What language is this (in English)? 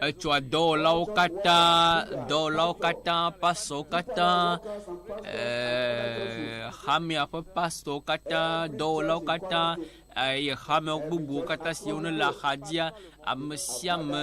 Ewe